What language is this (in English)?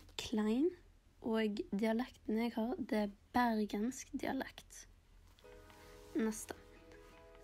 Norwegian